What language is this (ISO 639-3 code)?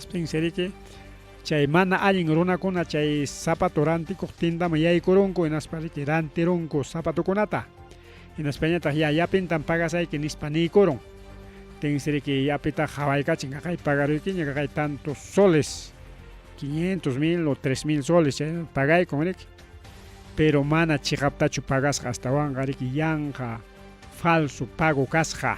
quy